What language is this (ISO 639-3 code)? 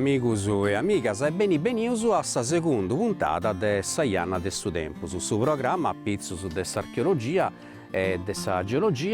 srd